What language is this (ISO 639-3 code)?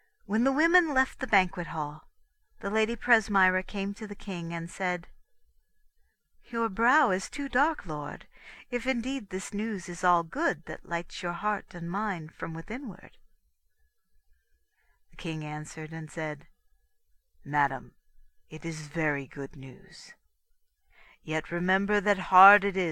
eng